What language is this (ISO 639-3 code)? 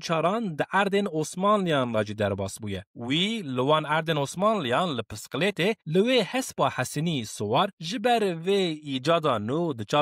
kur